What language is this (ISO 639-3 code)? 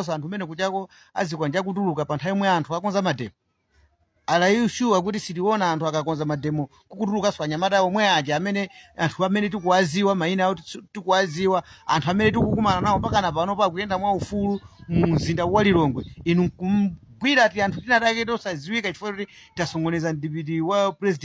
nya